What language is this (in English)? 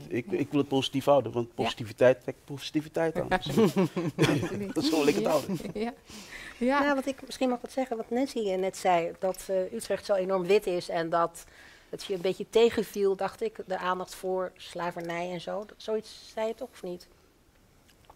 Dutch